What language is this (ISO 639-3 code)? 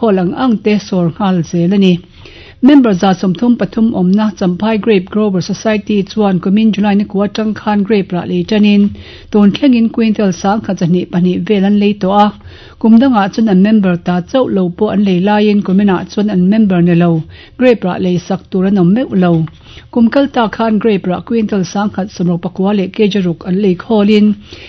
lus